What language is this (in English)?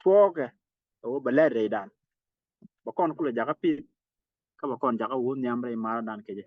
Nuer